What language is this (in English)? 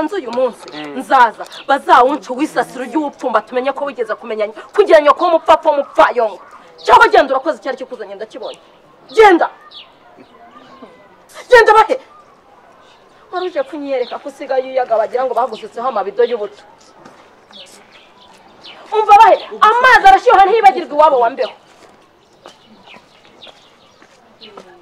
Kinyarwanda